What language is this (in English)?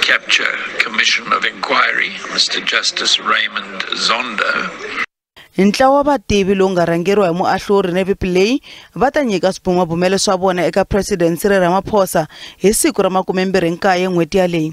Tsonga